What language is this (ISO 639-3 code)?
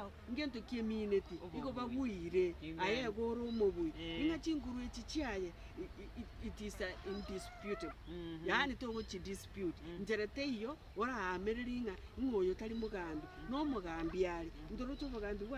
guz